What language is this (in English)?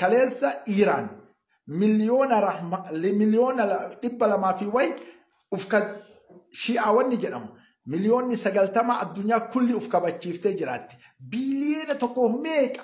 Oromo